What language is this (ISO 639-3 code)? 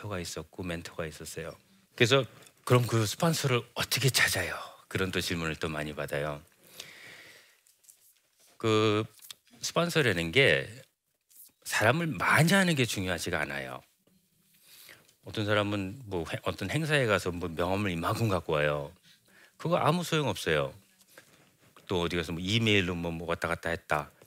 kor